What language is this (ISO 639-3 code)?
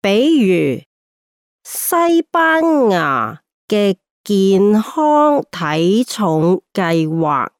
yue